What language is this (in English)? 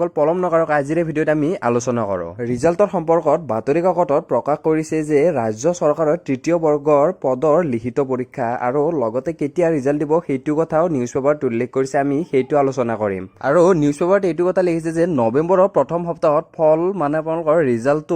Assamese